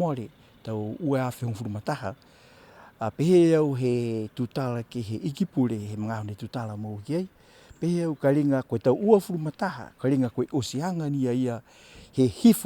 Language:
Niuean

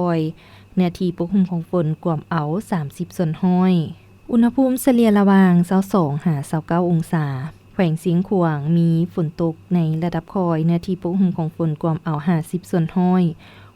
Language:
Lao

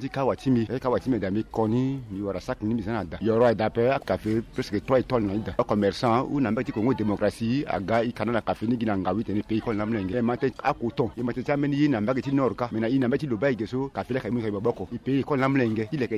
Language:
Sango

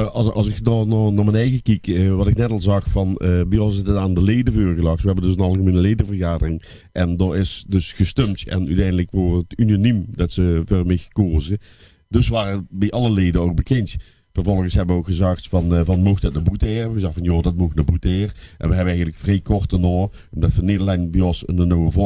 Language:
Limburgish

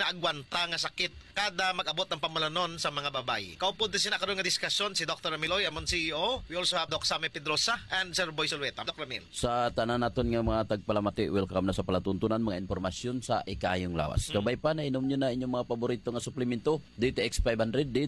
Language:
Hiligaynon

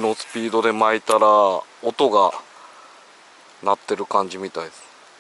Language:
Japanese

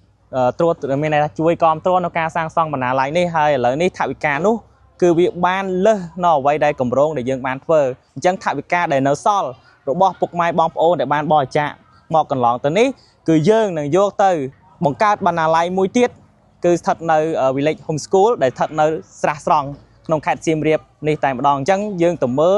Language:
Khmer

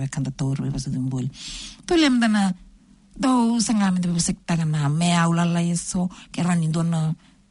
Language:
Fijian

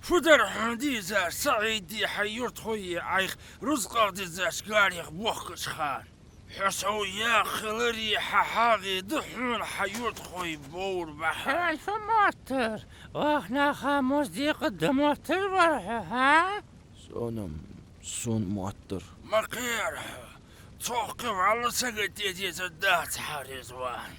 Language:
Ingush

